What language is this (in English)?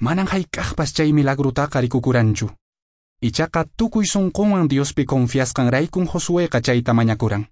Quechua